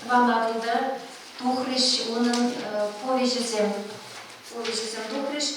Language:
Chuvash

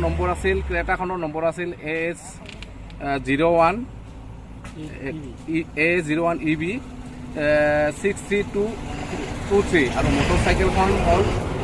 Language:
Assamese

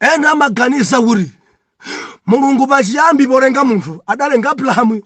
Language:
Nyanja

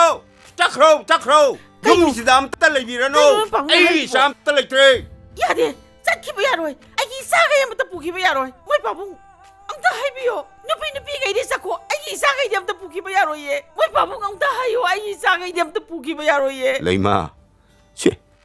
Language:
Manipuri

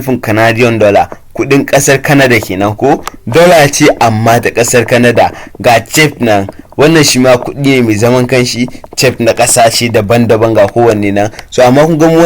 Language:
Hausa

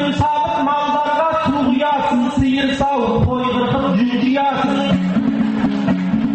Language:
Kazakh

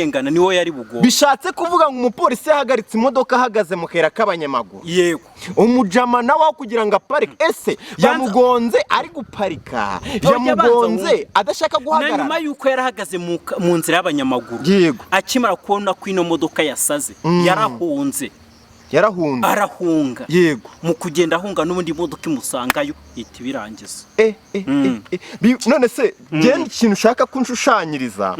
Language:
Kinyarwanda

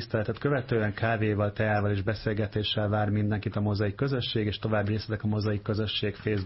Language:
Hungarian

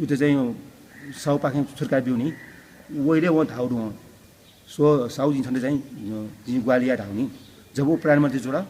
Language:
Newari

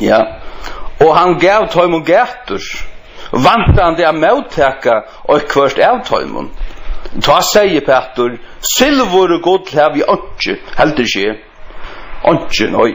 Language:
Faroese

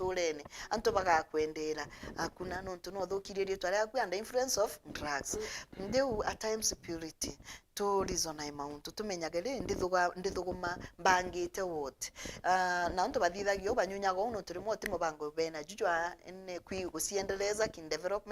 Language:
Meru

